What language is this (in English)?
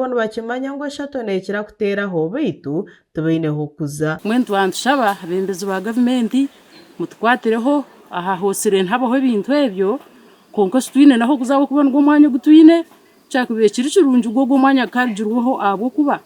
Nyankole